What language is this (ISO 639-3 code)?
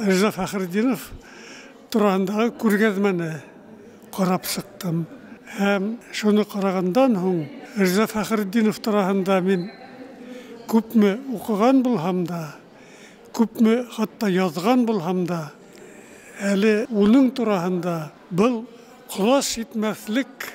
bak